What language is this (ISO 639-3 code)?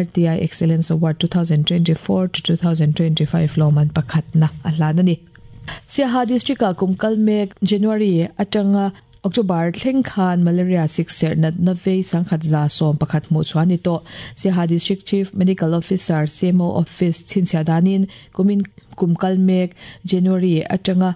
lus